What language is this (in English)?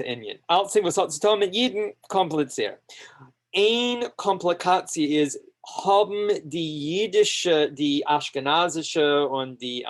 Yiddish